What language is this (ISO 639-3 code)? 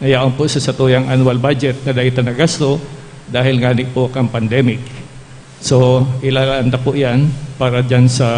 bik